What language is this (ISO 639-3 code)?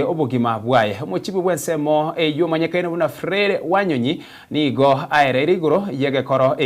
guz